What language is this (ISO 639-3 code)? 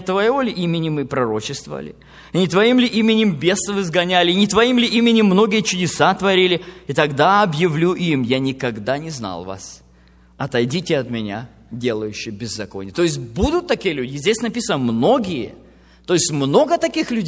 rus